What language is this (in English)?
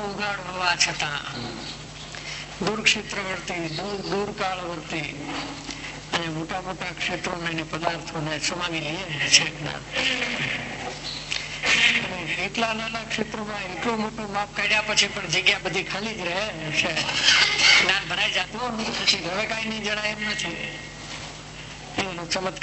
Gujarati